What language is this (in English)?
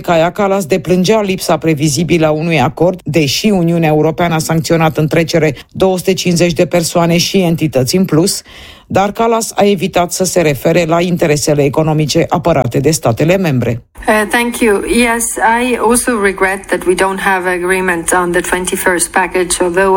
Romanian